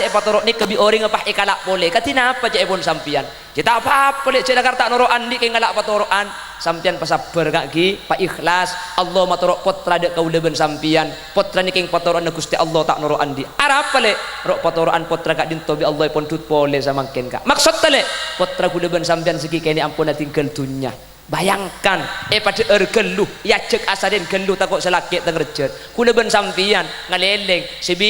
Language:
Madurese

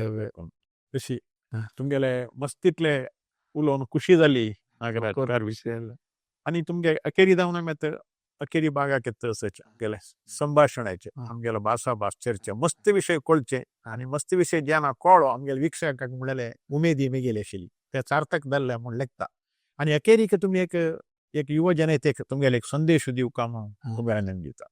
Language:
Konkani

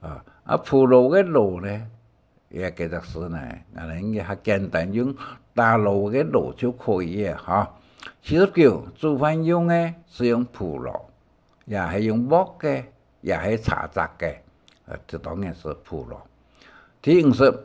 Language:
Hakka Chinese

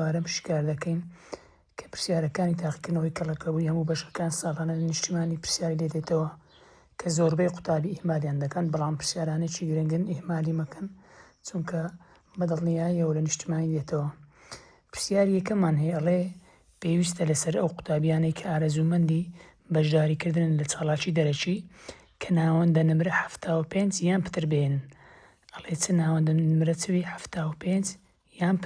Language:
Central Kurdish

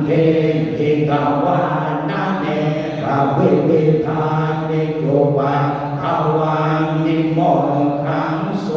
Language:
Pali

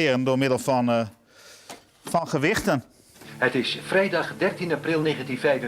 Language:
Western Frisian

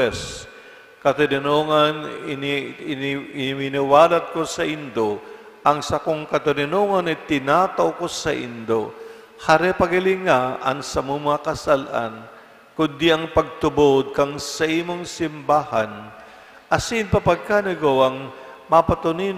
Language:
Bikol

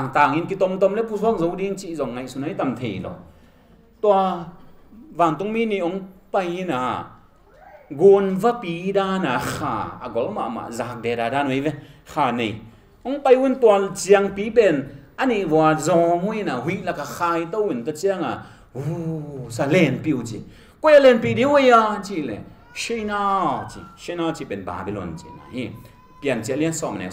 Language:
Tedim Chin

